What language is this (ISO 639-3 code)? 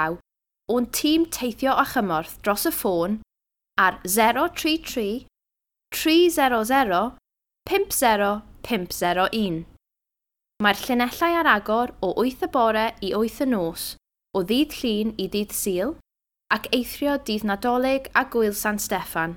cym